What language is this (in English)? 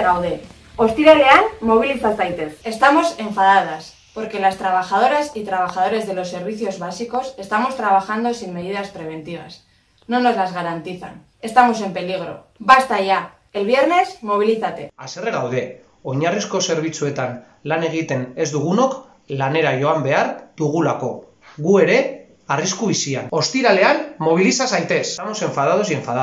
Basque